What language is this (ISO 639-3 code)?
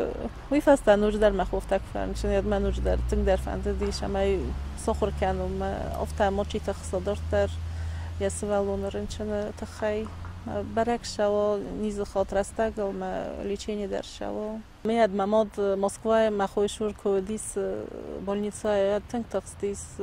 oss